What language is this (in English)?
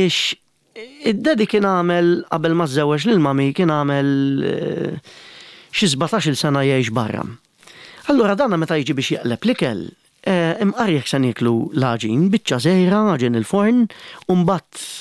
Maltese